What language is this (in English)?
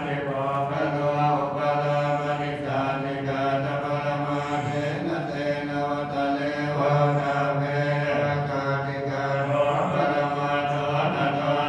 Pali